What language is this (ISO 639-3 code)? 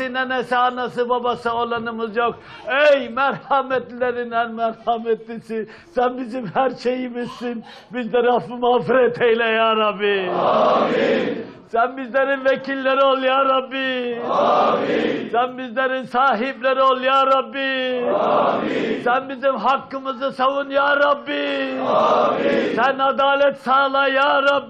tur